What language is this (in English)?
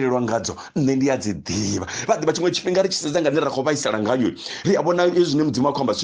Venda